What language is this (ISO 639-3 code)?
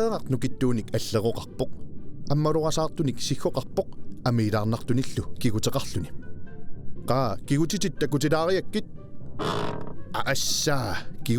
kal